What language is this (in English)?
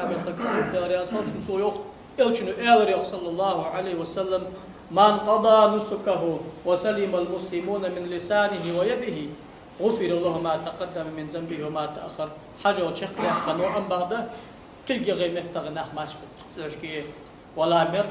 Ingush